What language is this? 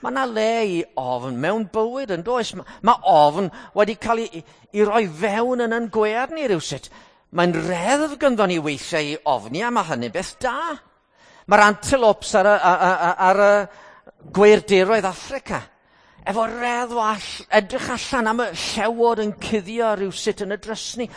Welsh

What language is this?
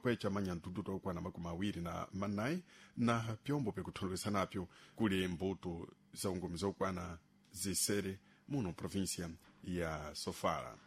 Sena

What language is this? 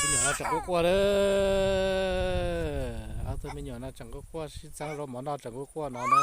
Hmong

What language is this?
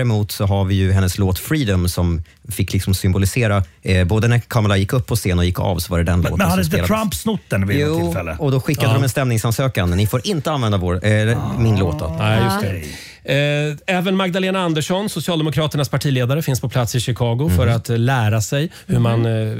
Swedish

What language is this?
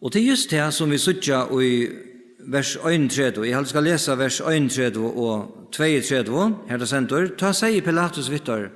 Faroese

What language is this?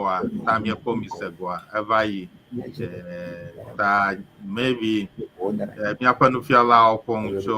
Ewe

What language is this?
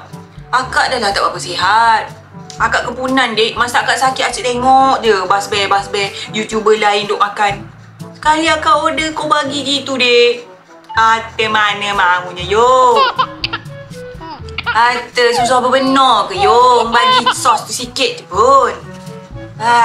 Malay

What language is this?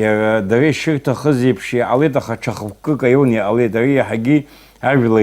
Abkhazian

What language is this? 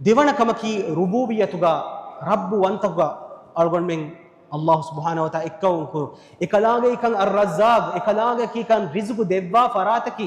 Divehi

